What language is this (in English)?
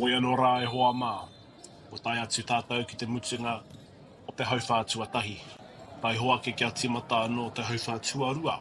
Māori